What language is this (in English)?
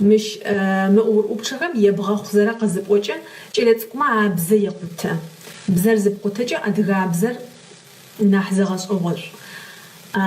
Adyghe